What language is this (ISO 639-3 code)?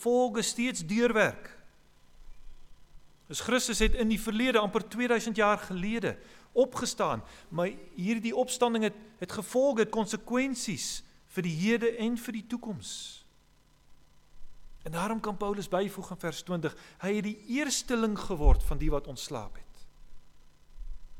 afr